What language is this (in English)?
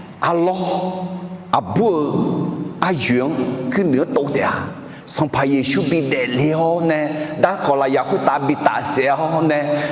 Akha